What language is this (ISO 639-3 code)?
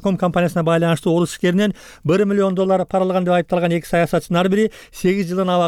kir